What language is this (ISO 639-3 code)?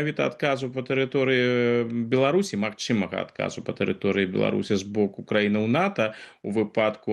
bel